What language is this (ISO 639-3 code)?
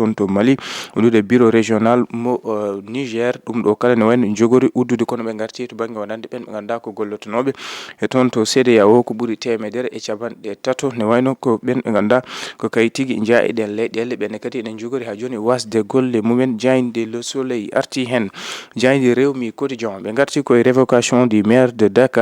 ful